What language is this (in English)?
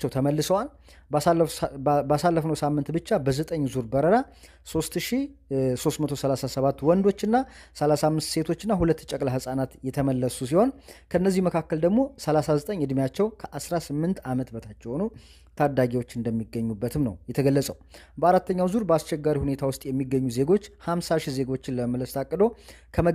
Amharic